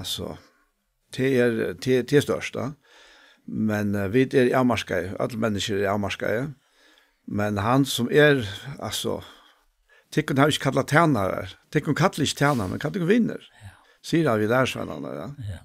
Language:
Faroese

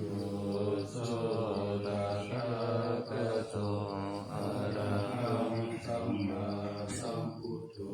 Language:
Pali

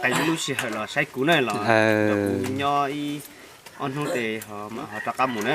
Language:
Hmong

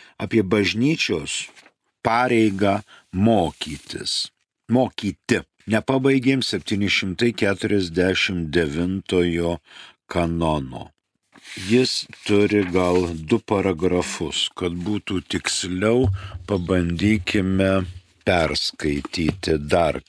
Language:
Lithuanian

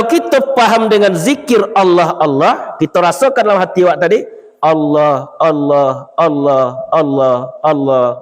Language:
Minangkabau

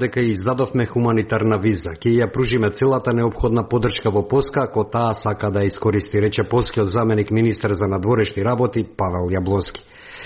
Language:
Macedonian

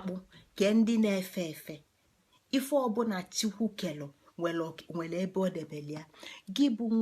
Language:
Igbo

